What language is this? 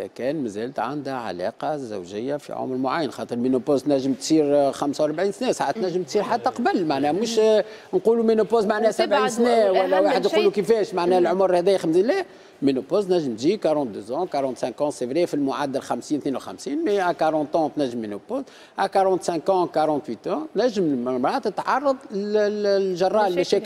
Tunisian Arabic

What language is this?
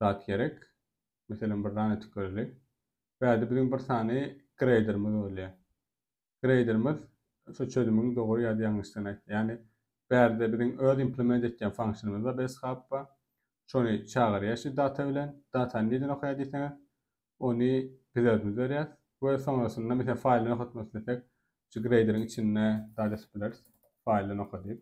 Turkmen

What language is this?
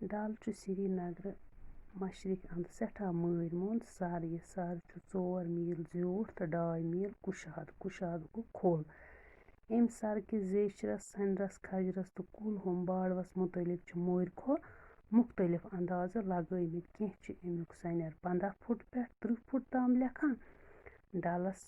Kashmiri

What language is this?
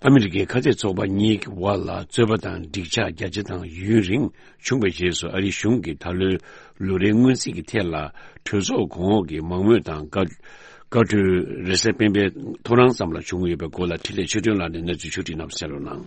Tibetan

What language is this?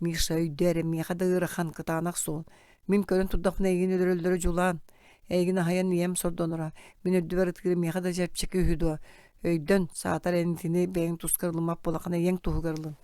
Yakut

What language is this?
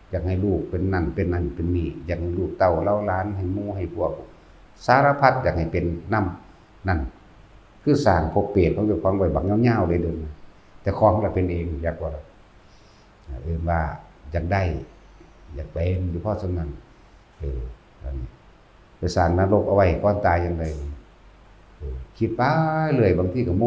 Northeastern Thai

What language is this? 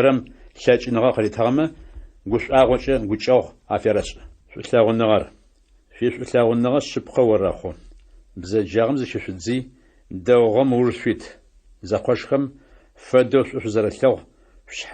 Adyghe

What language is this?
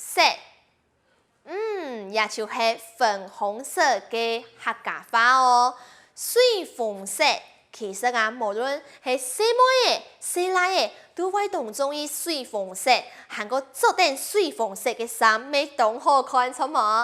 Hakka Chinese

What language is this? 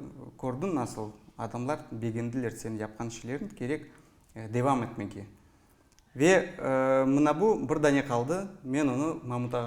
Crimean Tatar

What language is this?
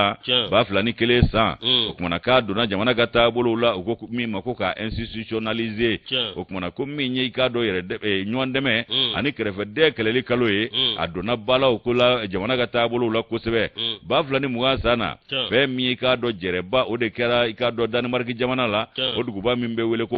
Bambara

